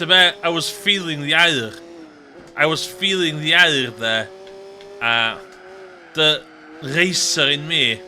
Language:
Welsh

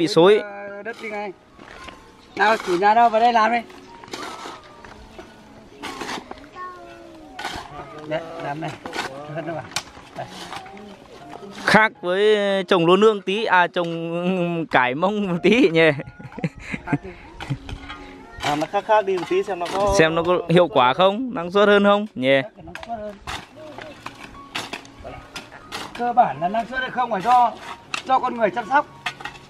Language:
Vietnamese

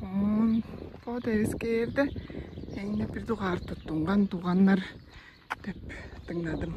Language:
Tuvinian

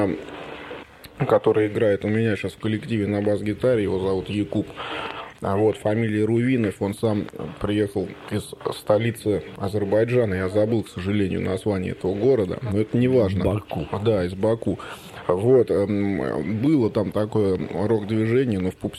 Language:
Russian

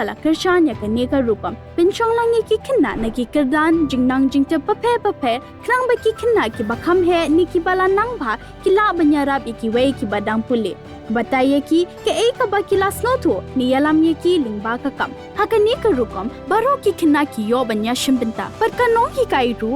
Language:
Khasi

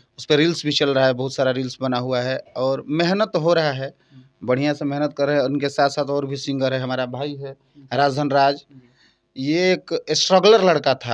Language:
Bhojpuri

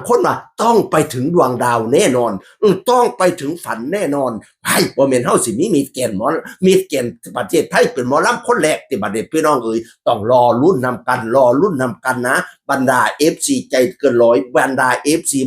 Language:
Northeastern Thai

